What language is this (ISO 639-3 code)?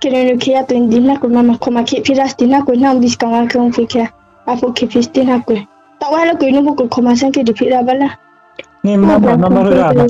ria